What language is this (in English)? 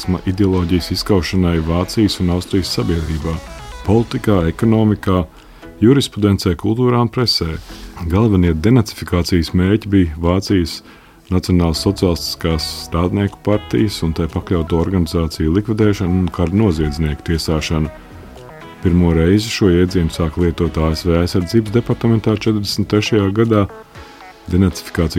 Latvian